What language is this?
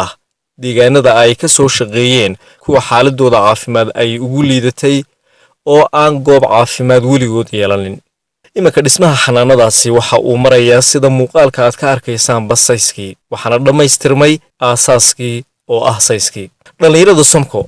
Somali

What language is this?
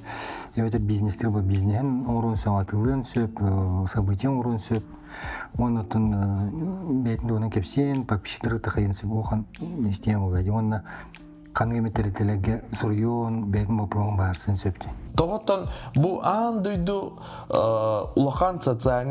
Yakut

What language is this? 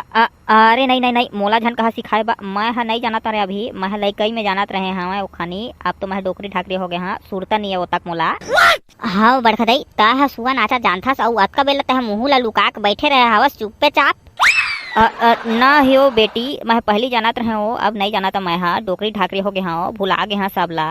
Chhattisgarhi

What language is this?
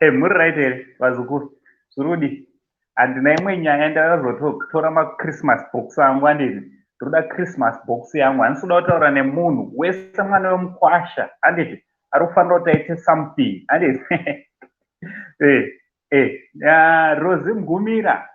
Shona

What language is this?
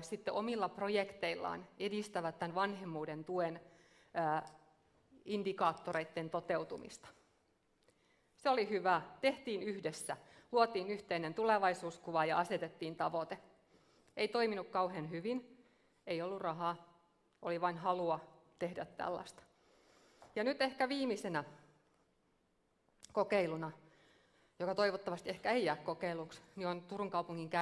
Finnish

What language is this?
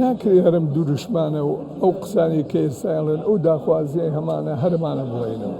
Central Kurdish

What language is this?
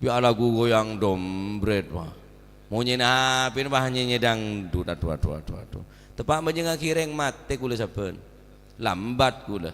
Madurese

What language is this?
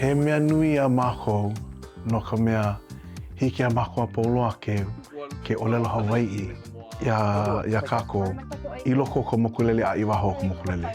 Hawaiian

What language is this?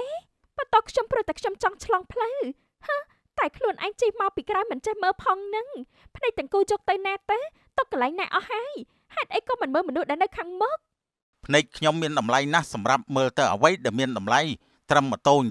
Khmer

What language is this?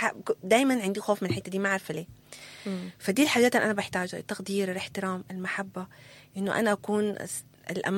Sudanese Arabic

